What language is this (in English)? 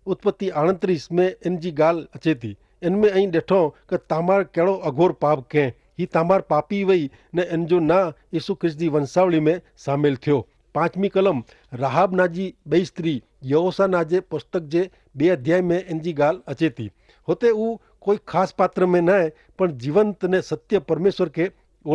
Kachhi